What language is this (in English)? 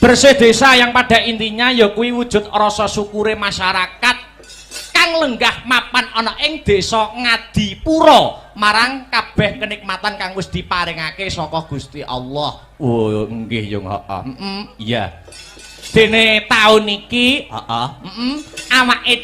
Javanese